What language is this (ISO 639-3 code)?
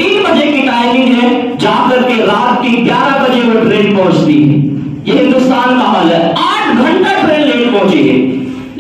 urd